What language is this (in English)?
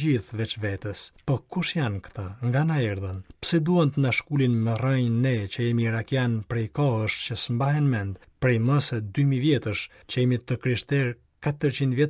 Albanian